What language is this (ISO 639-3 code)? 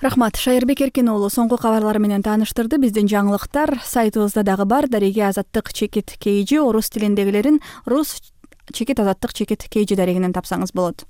kir